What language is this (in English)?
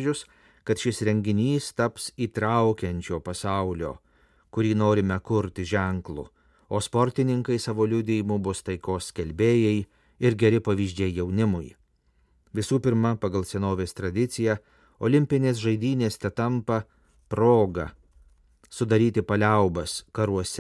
Lithuanian